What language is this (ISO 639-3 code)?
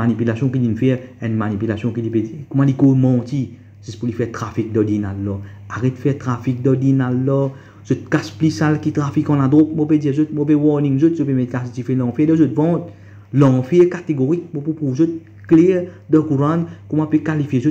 mfe